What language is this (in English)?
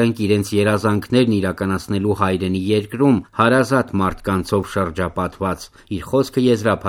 Armenian